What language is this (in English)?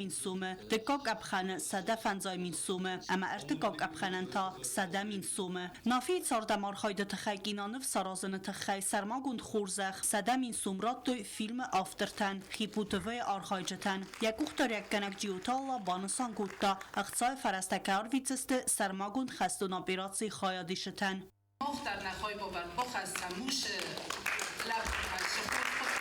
Ossetic